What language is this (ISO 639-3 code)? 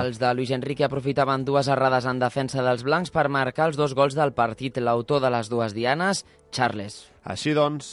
cat